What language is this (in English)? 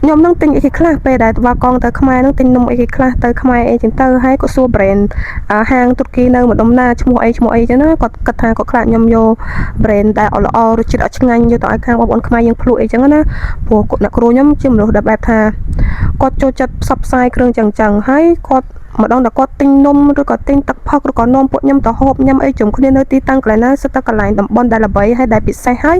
Khmer